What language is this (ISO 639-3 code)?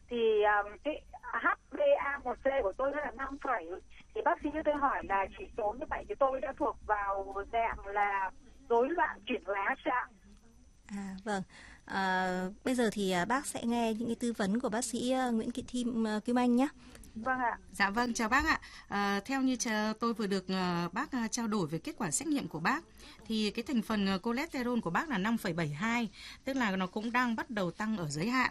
vie